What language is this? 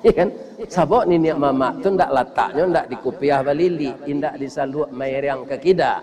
Minangkabau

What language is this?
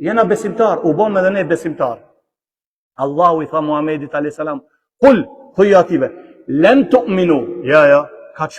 Albanian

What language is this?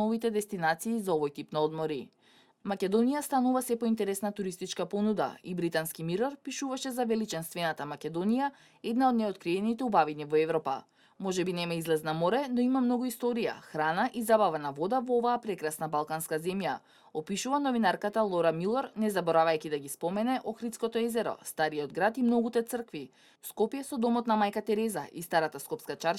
Macedonian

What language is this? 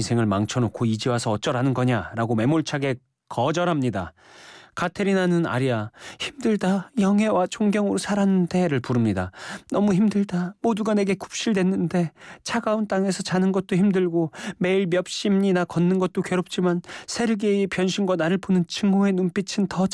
Korean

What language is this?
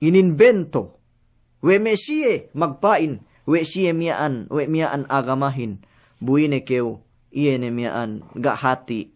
Yakan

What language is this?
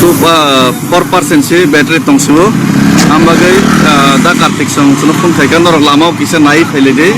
Kok Borok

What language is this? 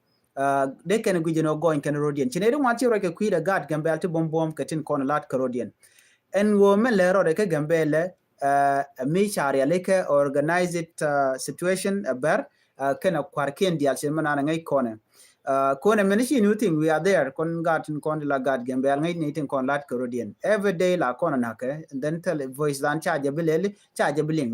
Nuer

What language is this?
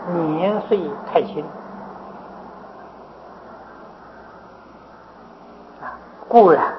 Chinese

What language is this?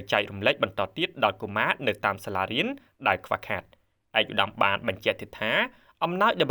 Khmer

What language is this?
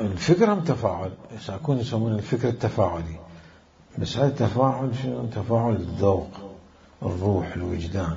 Mesopotamian Arabic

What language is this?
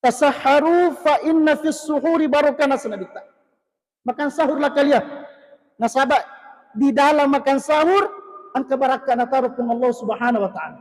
Buginese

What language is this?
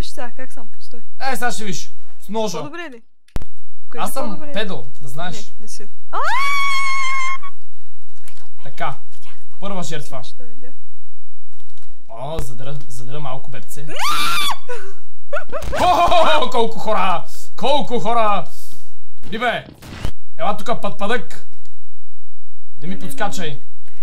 Bulgarian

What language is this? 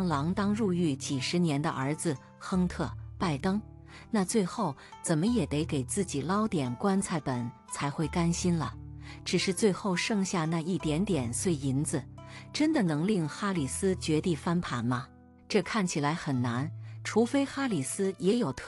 Chinese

